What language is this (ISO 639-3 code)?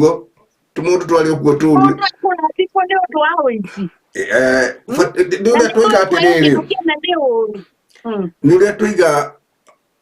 kik